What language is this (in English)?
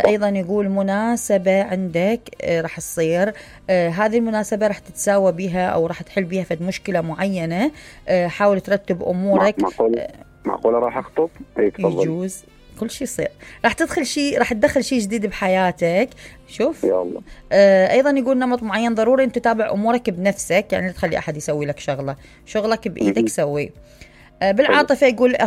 Mesopotamian Arabic